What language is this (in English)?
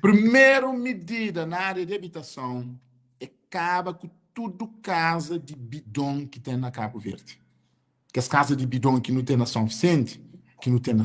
Kabuverdianu